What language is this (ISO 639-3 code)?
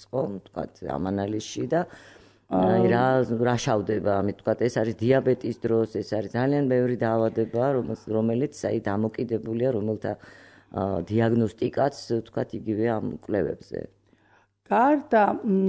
kat